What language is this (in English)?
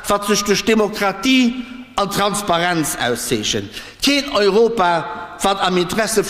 Luxembourgish